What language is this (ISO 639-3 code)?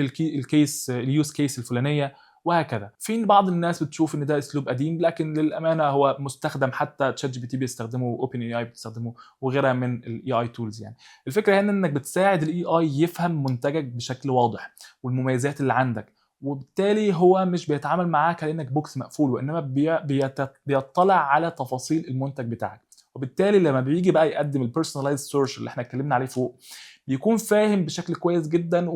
arz